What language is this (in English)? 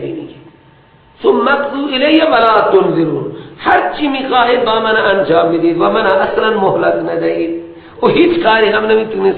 Persian